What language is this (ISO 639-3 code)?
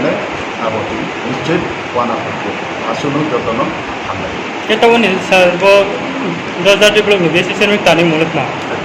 trp